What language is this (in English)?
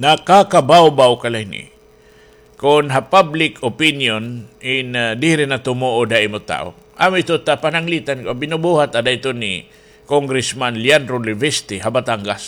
Waray